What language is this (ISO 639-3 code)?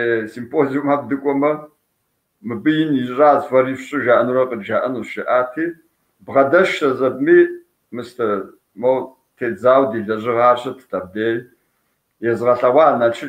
kbd